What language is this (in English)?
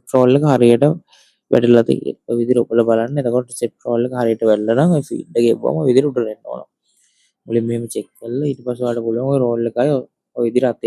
Sinhala